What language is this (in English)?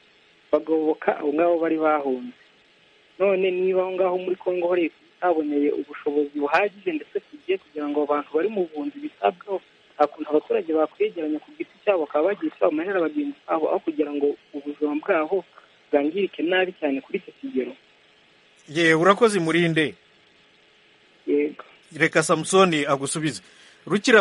Kinyarwanda